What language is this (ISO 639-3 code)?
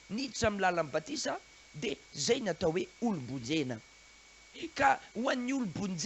mlg